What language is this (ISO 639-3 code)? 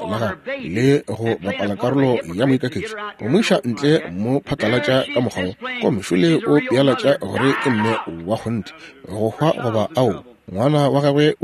nso